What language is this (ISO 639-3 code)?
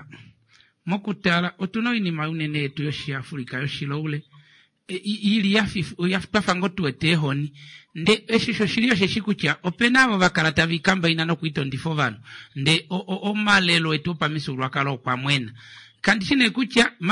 kua